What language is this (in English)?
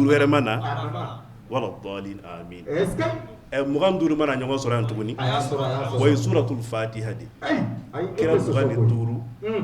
Bambara